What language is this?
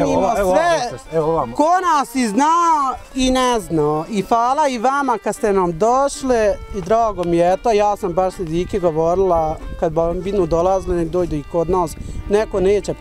Bosnian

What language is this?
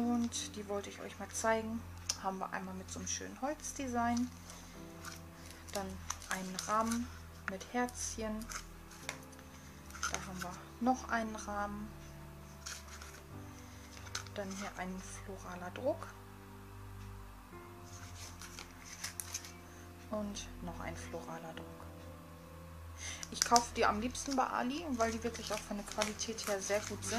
German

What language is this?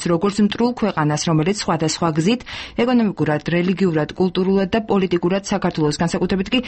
Georgian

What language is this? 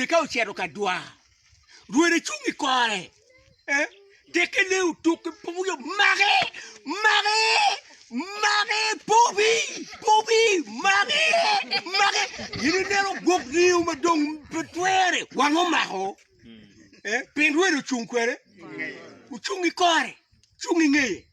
Acoli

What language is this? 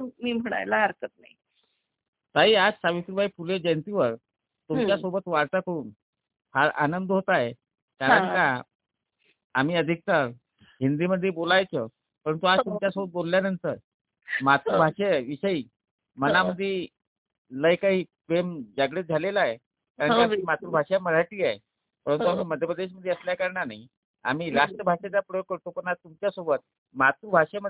Marathi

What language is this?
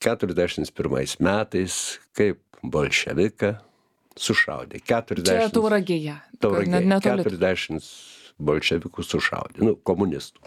Lithuanian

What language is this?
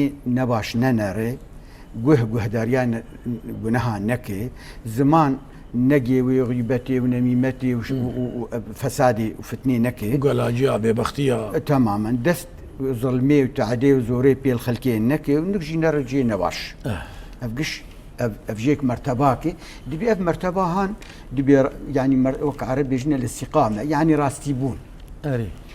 Kurdish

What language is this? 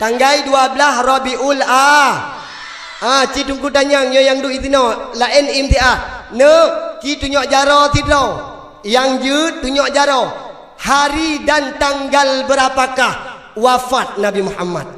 Achinese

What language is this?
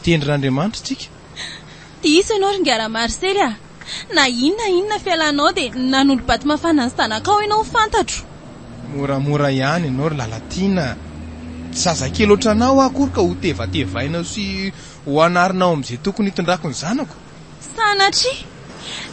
Malagasy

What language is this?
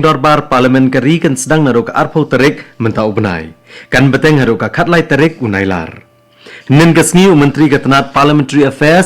Khasi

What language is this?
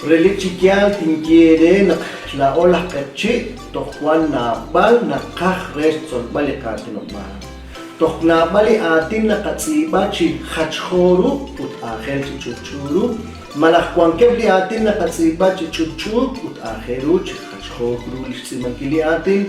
Kekchí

